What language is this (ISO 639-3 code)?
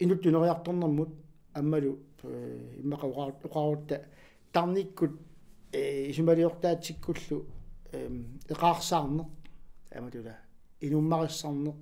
kal